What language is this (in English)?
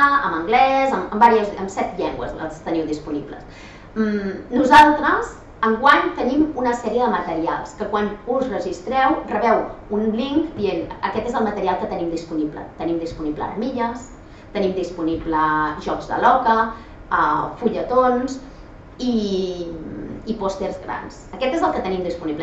Catalan